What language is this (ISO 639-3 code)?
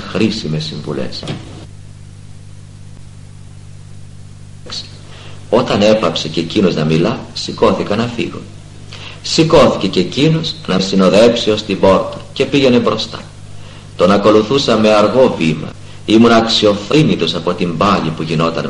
ell